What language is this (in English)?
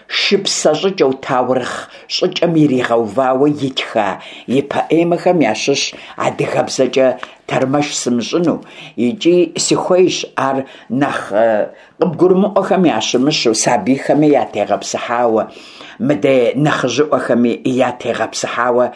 Kabardian